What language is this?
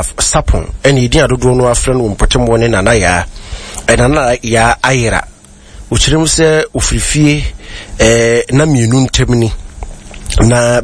Akan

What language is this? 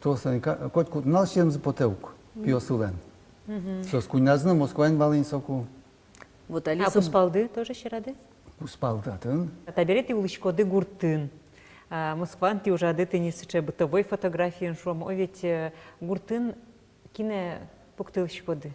Udmurt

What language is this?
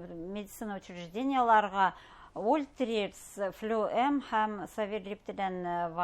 Bashkir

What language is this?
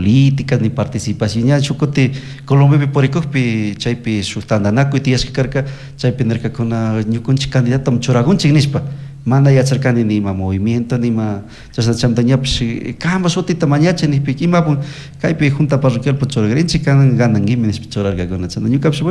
Chimborazo Highland Quichua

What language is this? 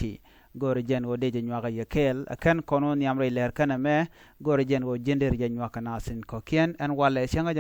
Nuer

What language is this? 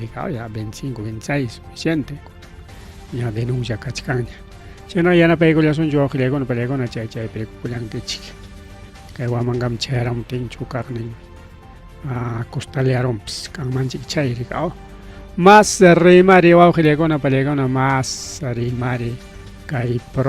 Ayacucho Quechua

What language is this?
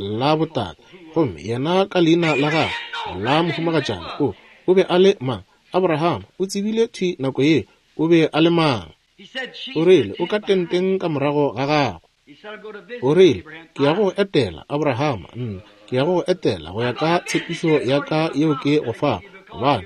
Northern Sotho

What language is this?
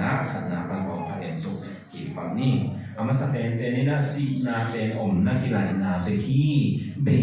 Tedim Chin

